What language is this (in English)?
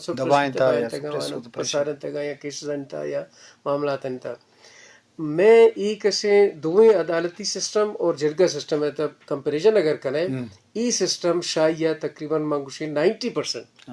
Eastern Balochi